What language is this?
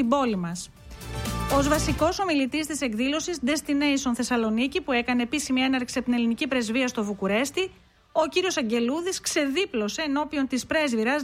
Greek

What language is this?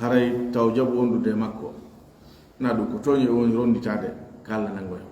Fula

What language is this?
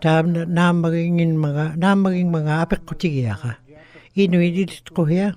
Western Canadian Inuktitut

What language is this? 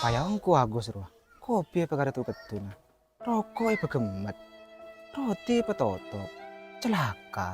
Madurese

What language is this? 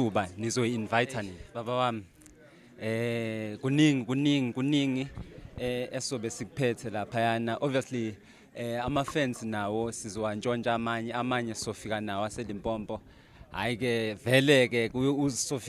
Zulu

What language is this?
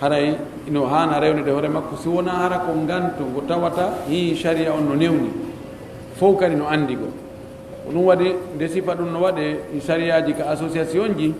Pular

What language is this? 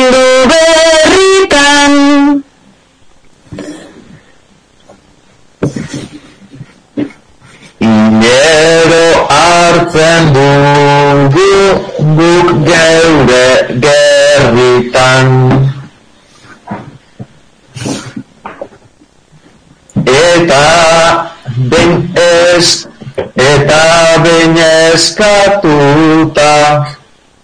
Basque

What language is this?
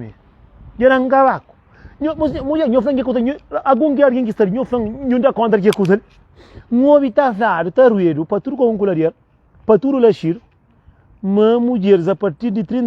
Kabuverdianu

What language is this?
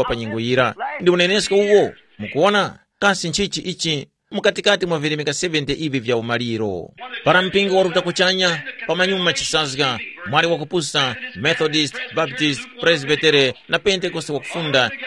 Tumbuka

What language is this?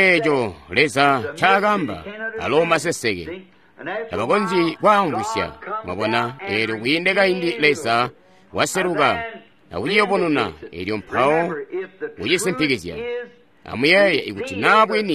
Tonga (Zambia)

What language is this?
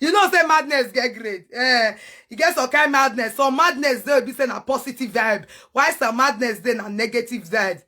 Nigerian Pidgin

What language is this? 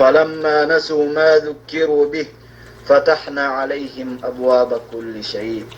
Yakan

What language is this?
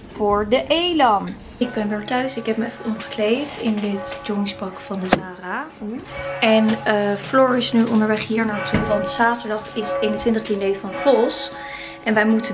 Dutch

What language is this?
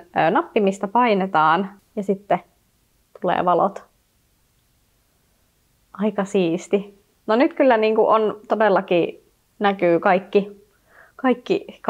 Finnish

